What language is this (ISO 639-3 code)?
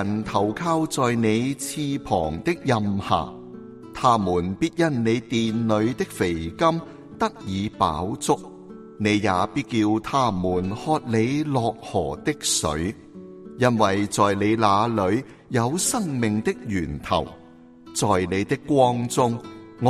yue